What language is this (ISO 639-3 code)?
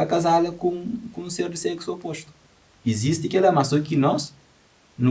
kea